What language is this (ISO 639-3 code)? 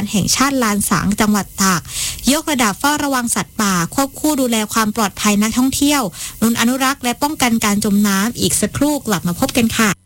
tha